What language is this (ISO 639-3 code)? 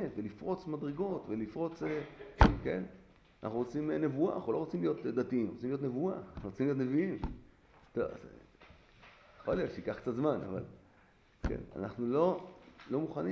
heb